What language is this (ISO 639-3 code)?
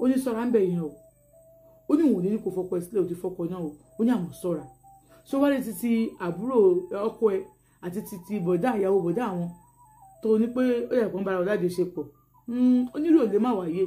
yor